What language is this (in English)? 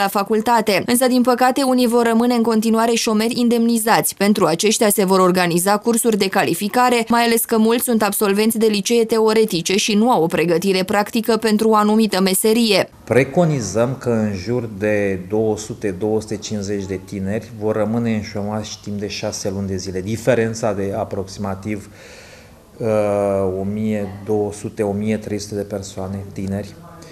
Romanian